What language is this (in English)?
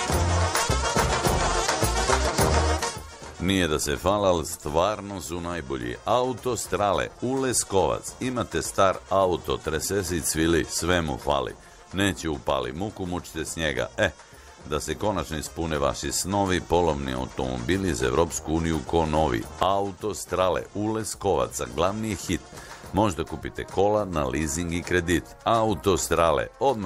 Serbian